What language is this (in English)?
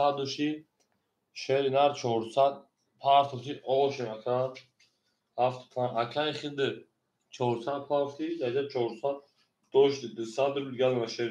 Tajik